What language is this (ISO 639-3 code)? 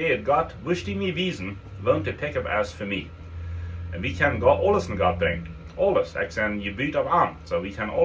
pdt